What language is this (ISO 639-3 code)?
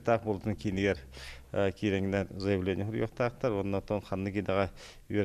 sah